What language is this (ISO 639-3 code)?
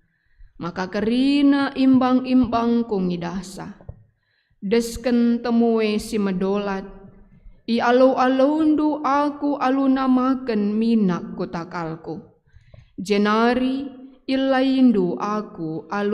btx